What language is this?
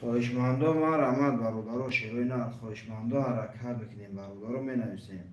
Tajik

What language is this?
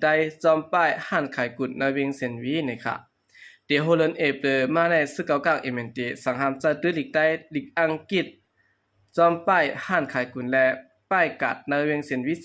Shan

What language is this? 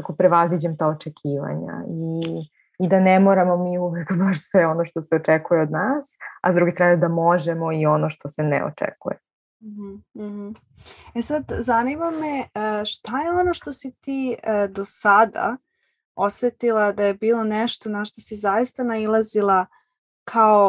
Serbian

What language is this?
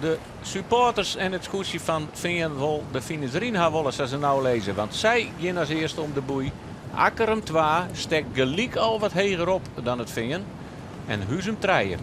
Western Frisian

